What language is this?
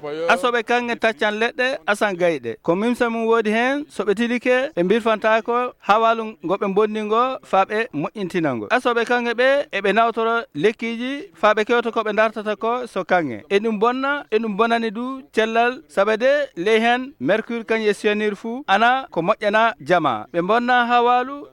Fula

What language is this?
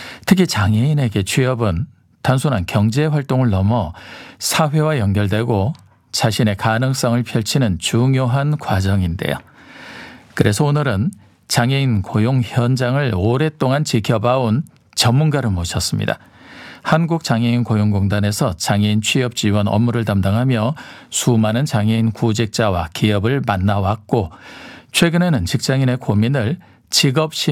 Korean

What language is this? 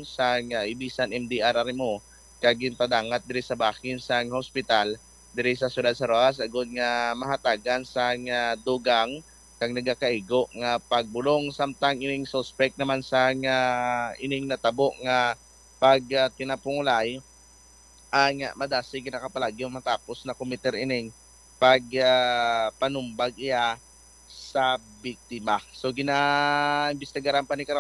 Hiligaynon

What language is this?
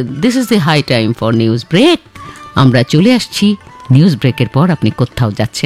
Bangla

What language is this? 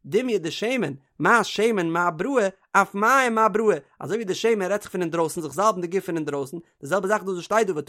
Yiddish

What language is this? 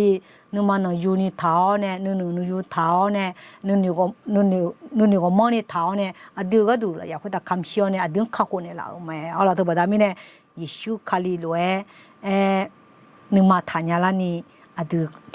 Akha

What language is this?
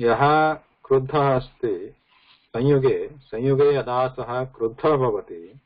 Sanskrit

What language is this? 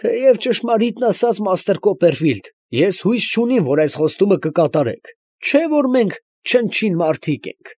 Armenian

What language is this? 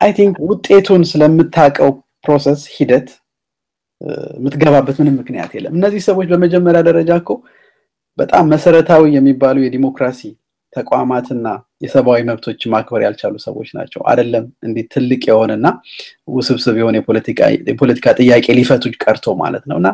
Amharic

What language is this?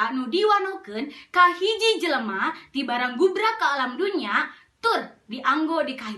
Sundanese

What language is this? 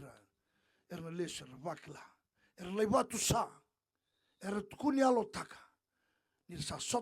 Fijian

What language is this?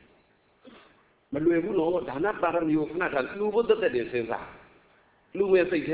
Burmese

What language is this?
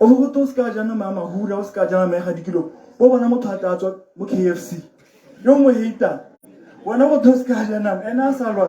Tswana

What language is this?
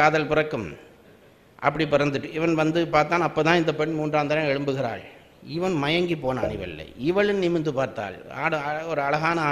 Tamil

